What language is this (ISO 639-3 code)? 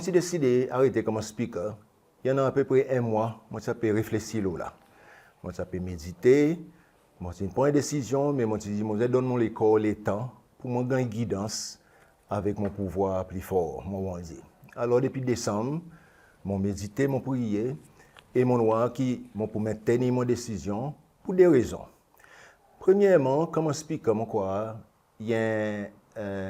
crs